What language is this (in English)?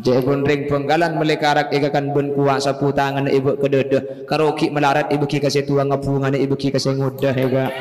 Madurese